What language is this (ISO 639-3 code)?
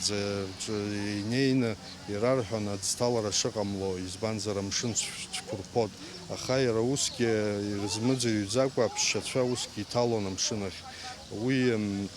abk